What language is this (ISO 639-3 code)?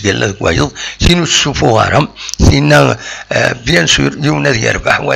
kab